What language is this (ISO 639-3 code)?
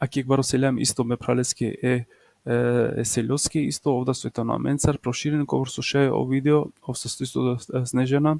rmn